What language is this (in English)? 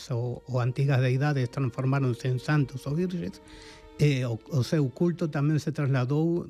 Galician